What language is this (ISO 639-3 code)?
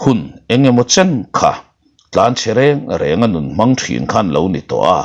lus